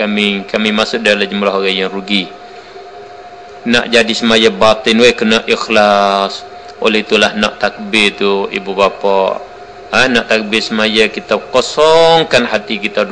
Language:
Malay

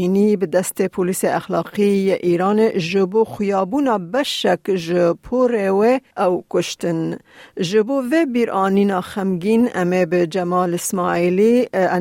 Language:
Kurdish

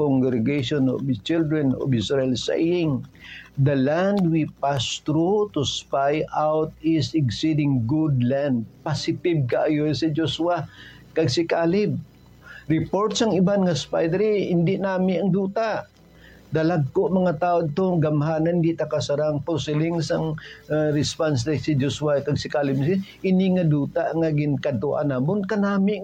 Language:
Hiligaynon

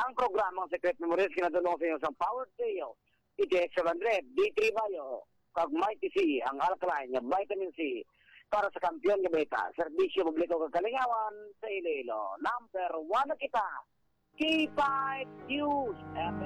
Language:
Hiligaynon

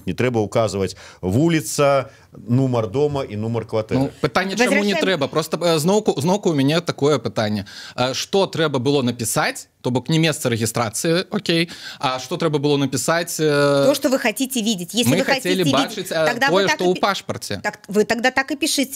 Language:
Belarusian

